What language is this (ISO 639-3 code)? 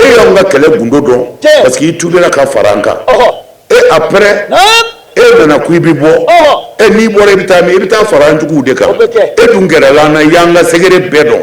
bam